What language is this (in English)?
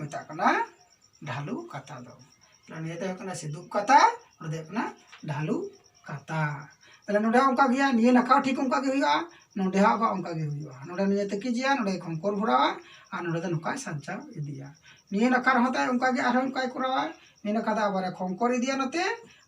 Santali